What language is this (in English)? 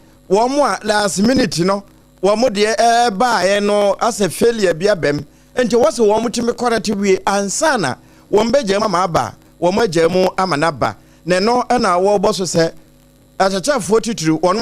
Akan